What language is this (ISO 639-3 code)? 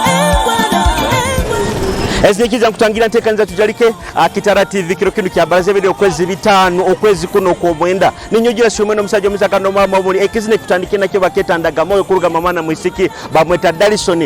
nyo